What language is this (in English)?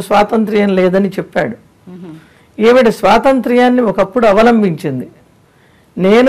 Telugu